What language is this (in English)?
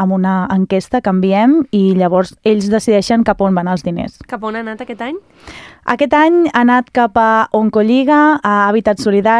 Catalan